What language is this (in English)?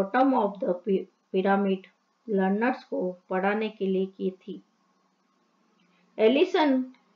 Hindi